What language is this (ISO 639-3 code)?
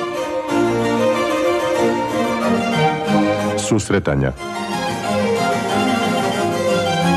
srp